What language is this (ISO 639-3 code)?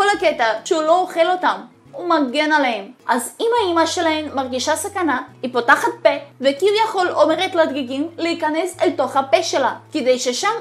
heb